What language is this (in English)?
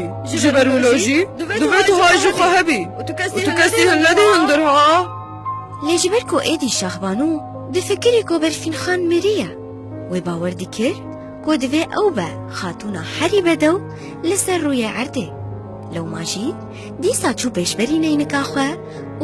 Kurdish